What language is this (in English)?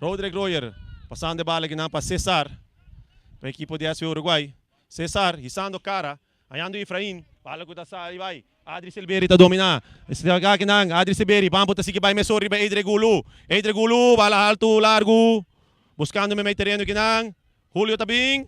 Papiamento